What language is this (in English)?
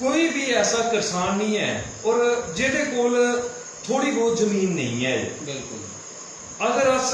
Dogri